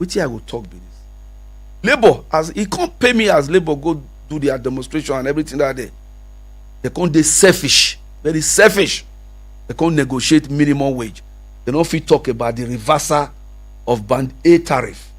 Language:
Nigerian Pidgin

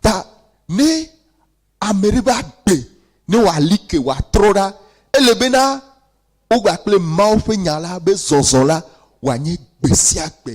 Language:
Ewe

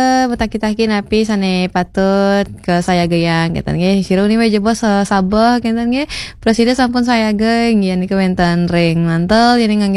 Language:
Balinese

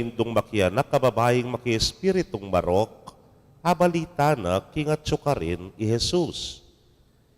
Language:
Pampanga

